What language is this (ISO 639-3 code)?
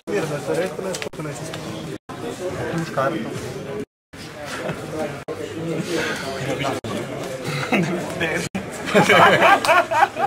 hrv